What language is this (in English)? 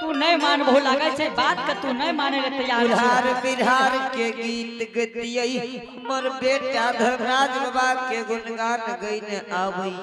Angika